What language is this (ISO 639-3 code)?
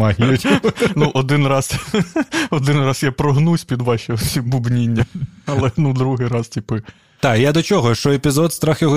ukr